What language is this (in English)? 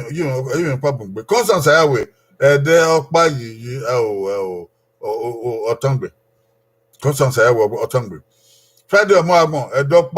Bini